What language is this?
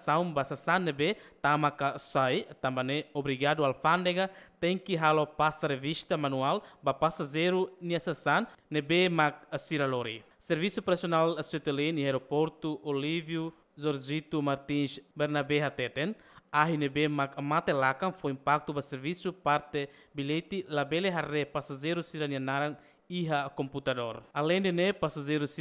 Tetum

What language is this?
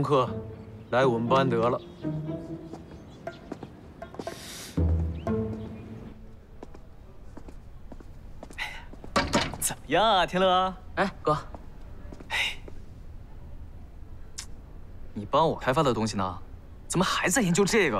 Chinese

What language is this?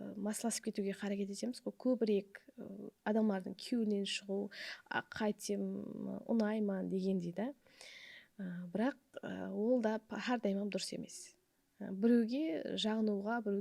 Kara-Kalpak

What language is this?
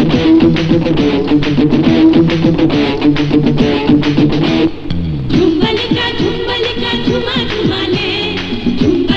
Bangla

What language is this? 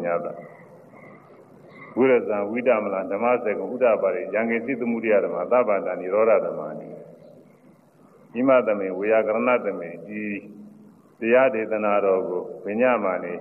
Burmese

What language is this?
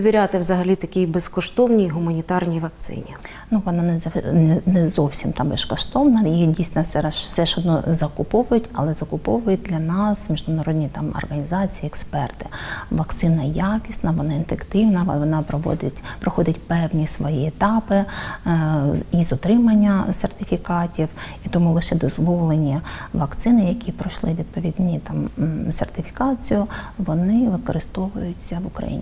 Ukrainian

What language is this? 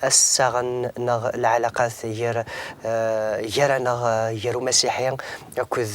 Kabyle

